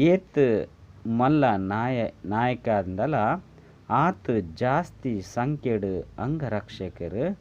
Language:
Tulu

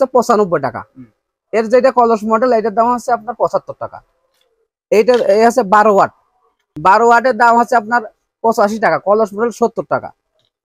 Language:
Bangla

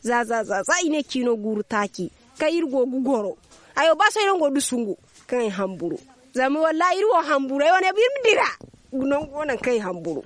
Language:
Zarma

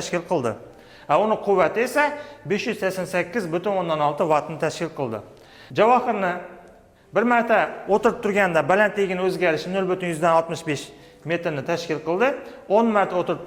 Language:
Uzbek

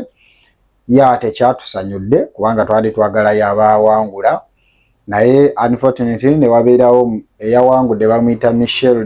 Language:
Ganda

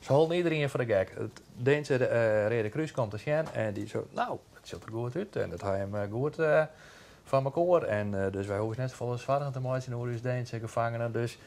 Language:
Western Frisian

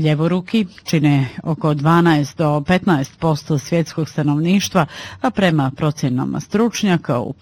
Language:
Bosnian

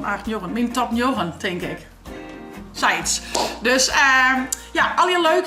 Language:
Western Frisian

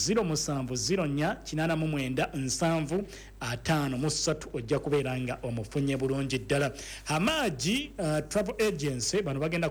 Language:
Ganda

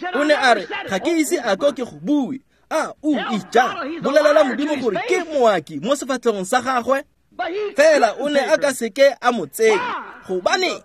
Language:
Tswana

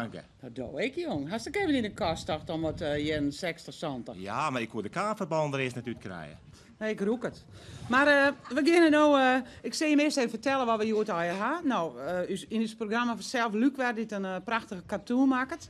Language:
Western Frisian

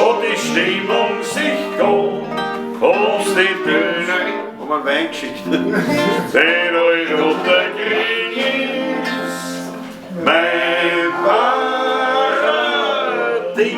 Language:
Bavarian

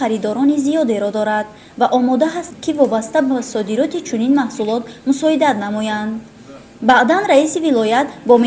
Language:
Tajik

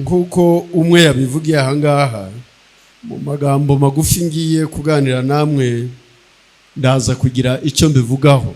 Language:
Kinyarwanda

